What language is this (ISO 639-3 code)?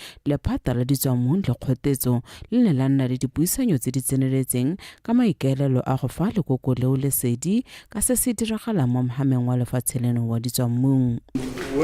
tsn